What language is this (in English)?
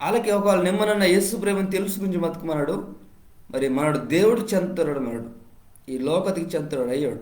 Koya